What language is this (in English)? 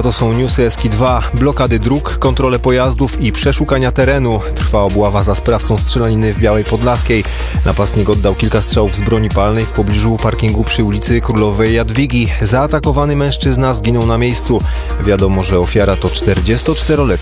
Polish